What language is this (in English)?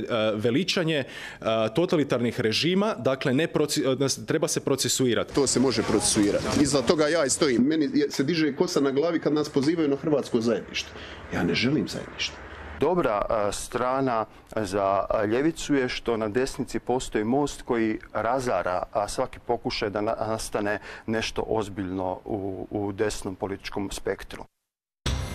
Croatian